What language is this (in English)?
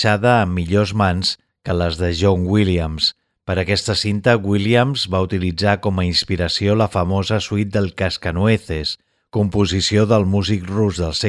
Catalan